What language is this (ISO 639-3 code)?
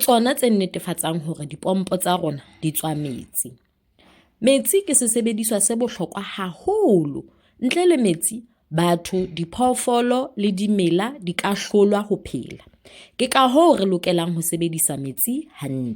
sot